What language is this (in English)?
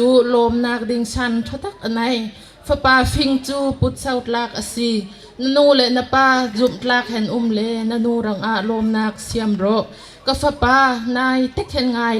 Bawm Chin